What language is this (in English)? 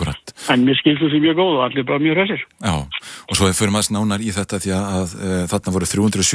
Icelandic